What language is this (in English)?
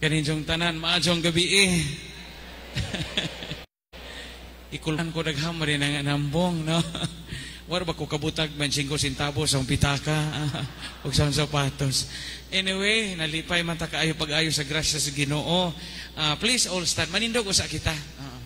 Cebuano